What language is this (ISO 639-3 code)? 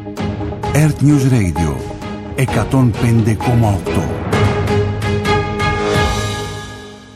ell